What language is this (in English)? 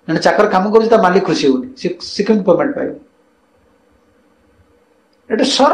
Odia